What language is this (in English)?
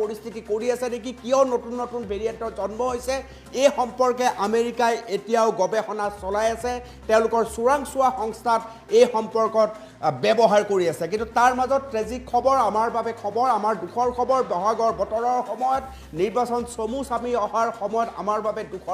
Assamese